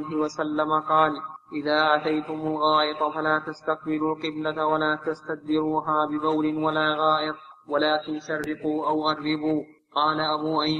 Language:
Arabic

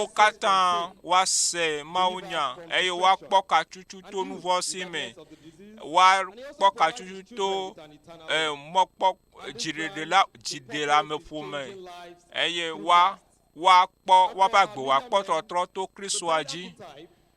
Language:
Ewe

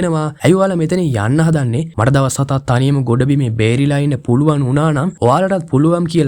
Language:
Sinhala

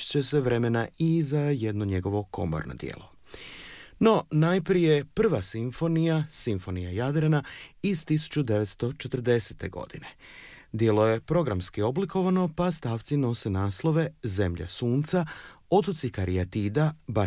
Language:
Croatian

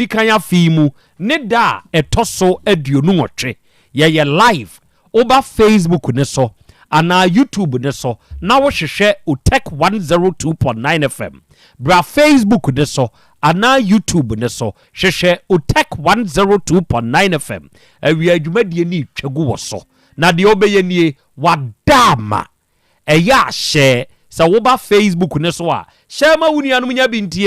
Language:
Akan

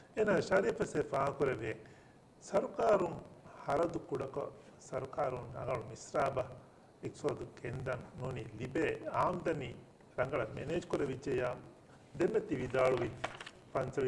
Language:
Divehi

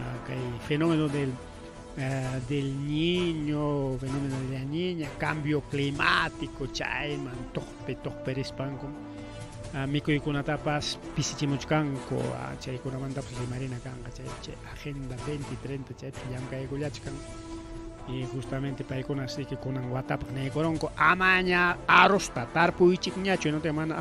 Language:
Ayacucho Quechua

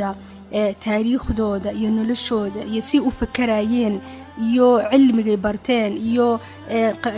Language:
Somali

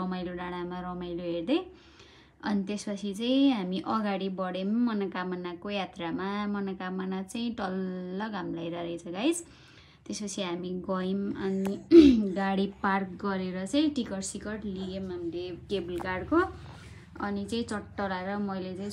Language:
Nepali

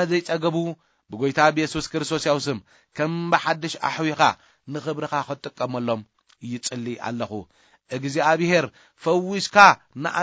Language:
Tigrinya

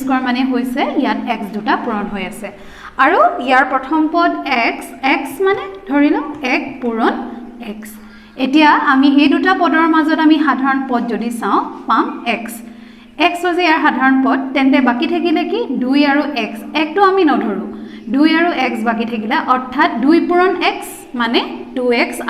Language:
Assamese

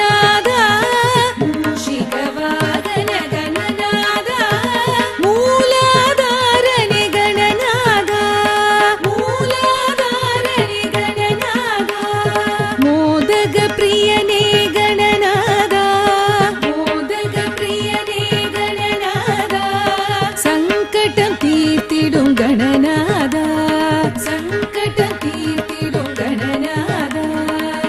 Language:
Tamil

